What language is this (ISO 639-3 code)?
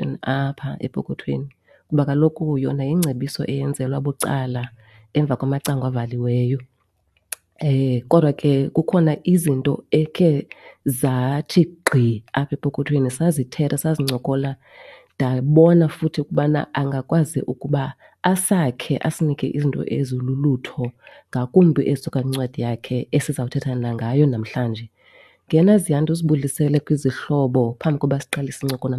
xho